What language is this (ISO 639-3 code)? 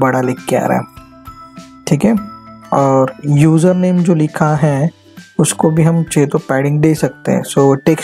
hin